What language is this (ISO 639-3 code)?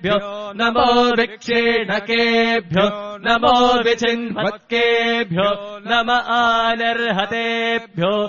san